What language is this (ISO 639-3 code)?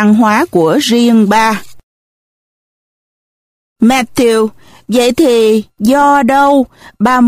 vie